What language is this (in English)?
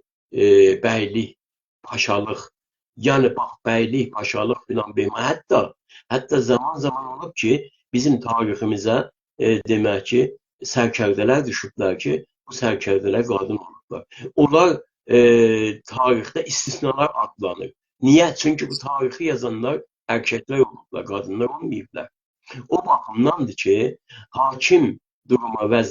South Azerbaijani